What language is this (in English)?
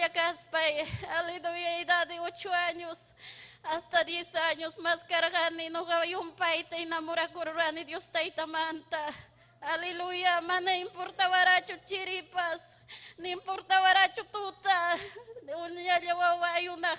Ayacucho Quechua